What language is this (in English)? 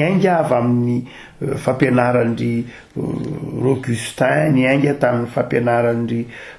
Malagasy